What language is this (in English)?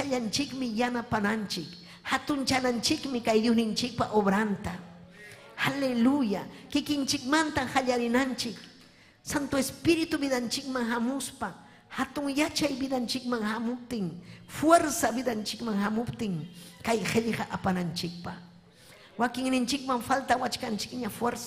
Ayacucho Quechua